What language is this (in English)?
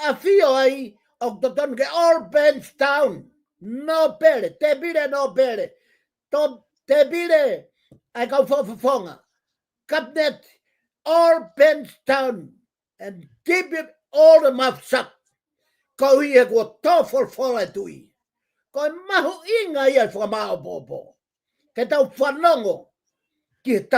Tongan